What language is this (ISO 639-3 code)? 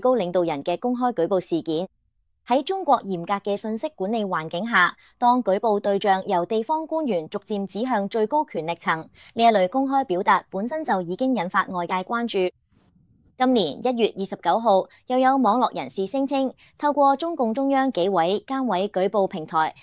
yue